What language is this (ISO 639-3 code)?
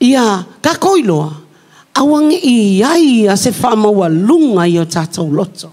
smo